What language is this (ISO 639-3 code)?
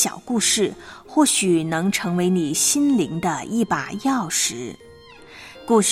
zho